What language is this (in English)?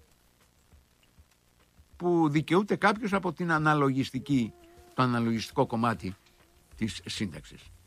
Greek